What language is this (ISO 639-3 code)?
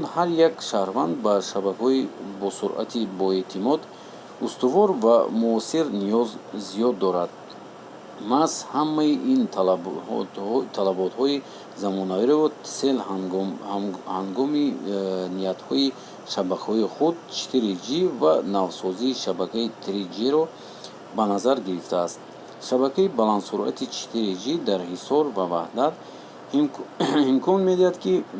tgk